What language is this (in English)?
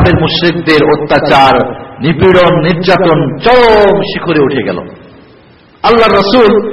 Bangla